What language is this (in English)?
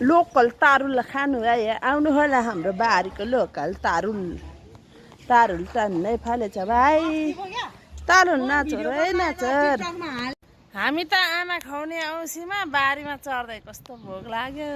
Nepali